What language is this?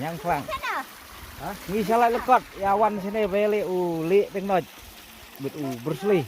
Khasi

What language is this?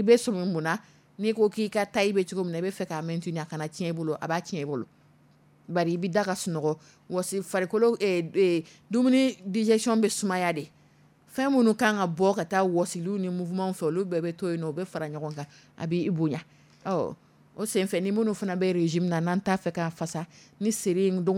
Dyula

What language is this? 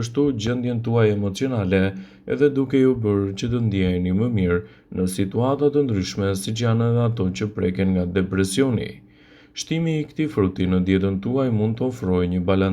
Albanian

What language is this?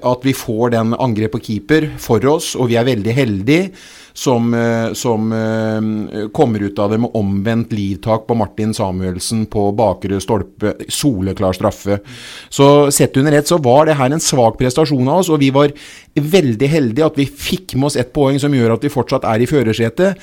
Norwegian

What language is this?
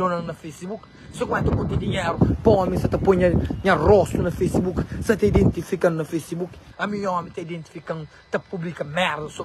Kabuverdianu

